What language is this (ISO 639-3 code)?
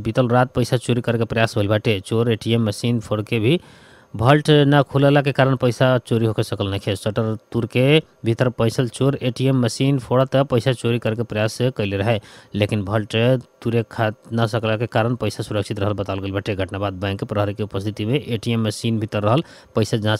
bho